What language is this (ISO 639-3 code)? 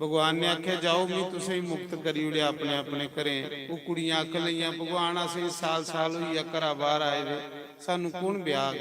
doi